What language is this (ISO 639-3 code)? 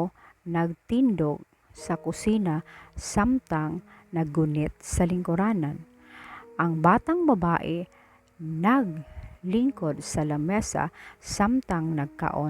ceb